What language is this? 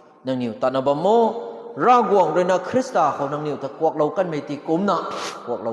Rongmei Naga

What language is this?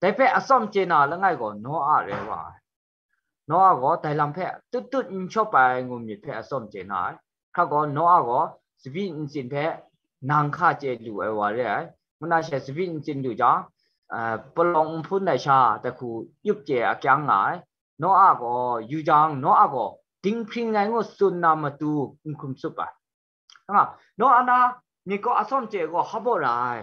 Kachin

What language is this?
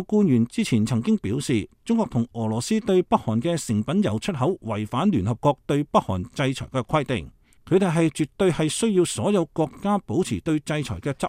Cantonese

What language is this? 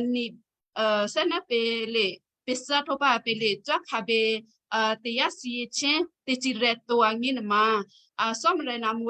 Western Kayah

